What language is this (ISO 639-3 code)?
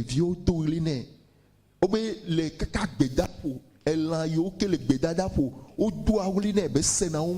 ewe